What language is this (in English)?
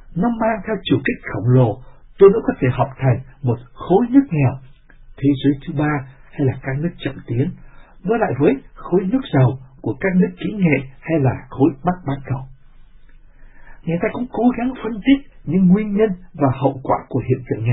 Vietnamese